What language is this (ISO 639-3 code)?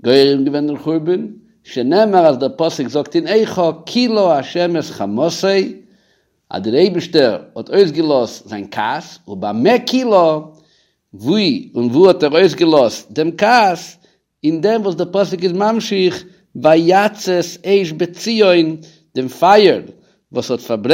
yid